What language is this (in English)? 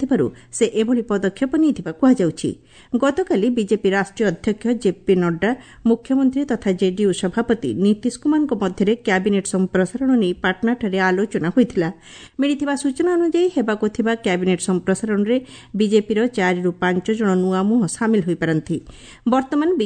Odia